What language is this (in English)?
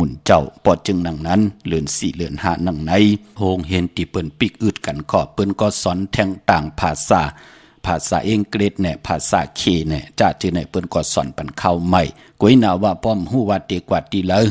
Shan